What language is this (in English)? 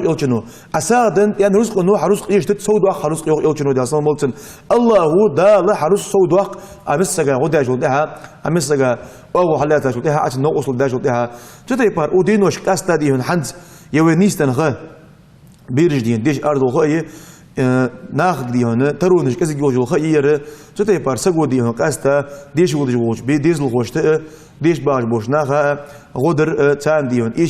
Ingush